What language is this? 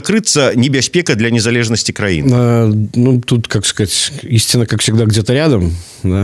Belarusian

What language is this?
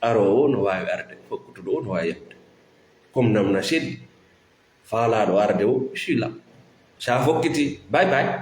Fula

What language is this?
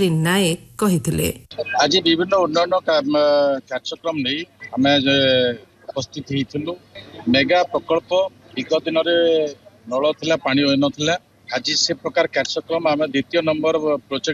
Odia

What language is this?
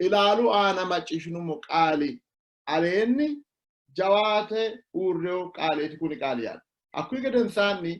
Sidamo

